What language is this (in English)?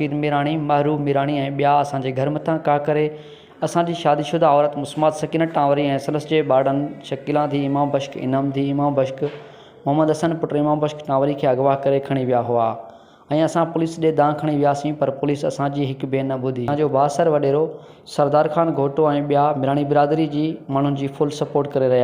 Sindhi